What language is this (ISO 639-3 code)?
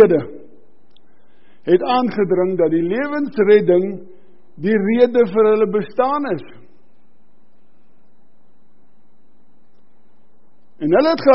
afr